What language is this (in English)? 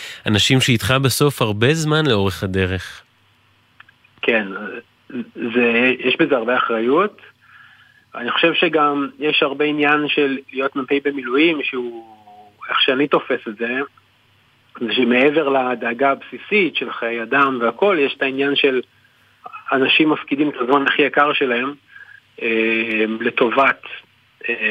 Hebrew